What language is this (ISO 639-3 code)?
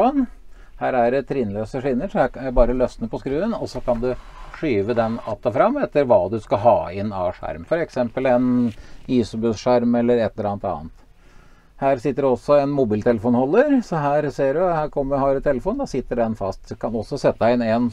nor